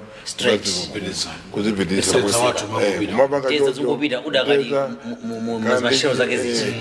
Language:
Nyanja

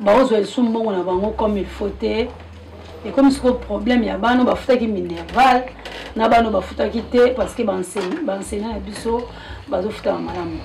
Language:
Lingala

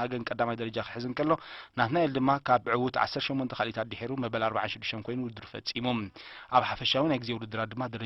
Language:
Tigrinya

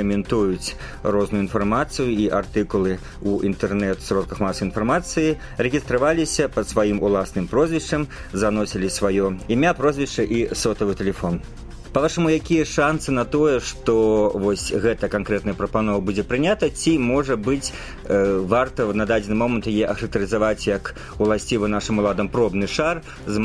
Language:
Belarusian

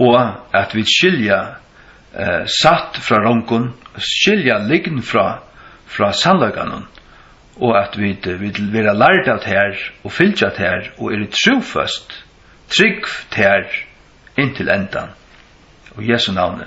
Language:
Faroese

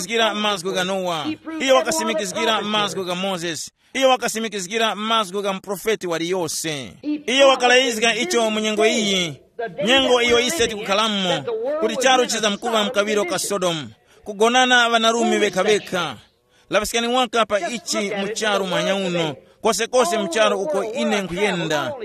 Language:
Tumbuka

